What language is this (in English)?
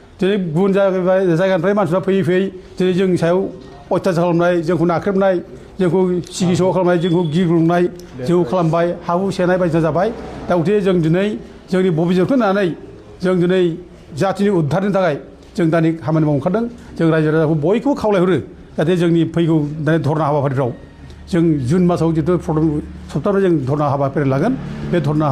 Bodo